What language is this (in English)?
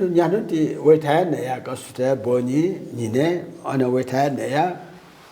Newari